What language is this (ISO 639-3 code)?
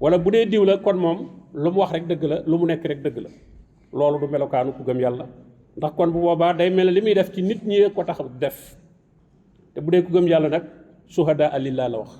wol